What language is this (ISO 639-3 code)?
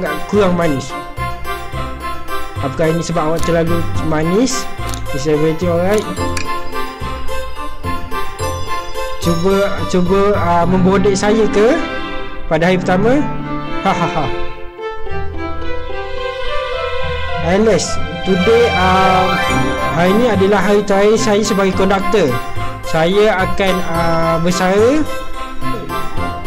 msa